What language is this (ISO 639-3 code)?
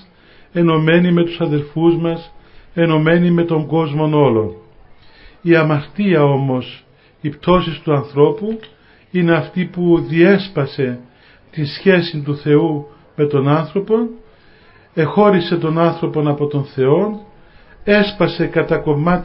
ell